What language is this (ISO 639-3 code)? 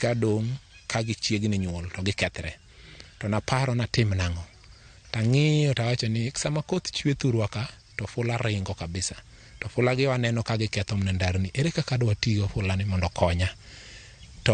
luo